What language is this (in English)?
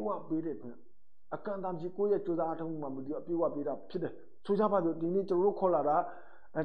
Burmese